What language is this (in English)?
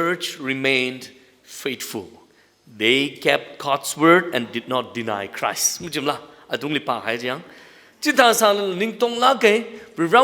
Tangkhul Naga (India)